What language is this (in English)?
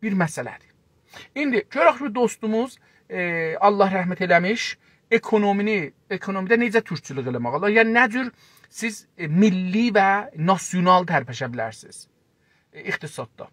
South Azerbaijani